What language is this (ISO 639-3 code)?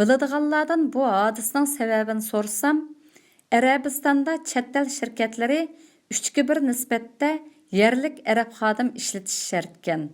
uig